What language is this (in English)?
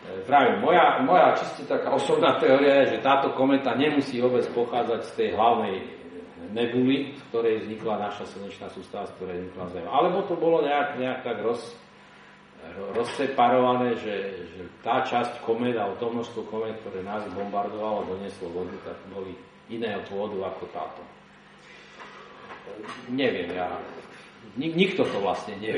Slovak